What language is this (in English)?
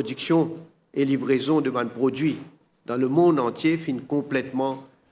Morisyen